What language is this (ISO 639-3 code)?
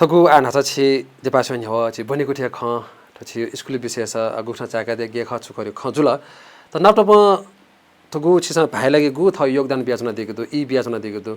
new